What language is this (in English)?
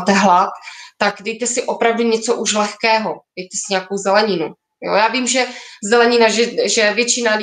Czech